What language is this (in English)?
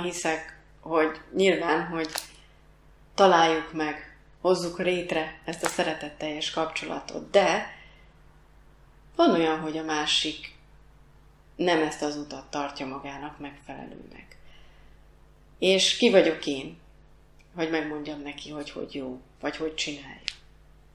Hungarian